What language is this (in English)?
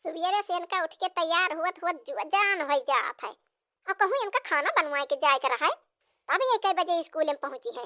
Awadhi